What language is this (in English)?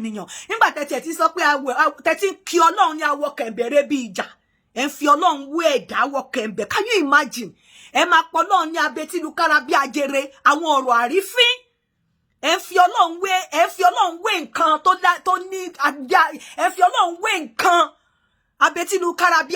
Yoruba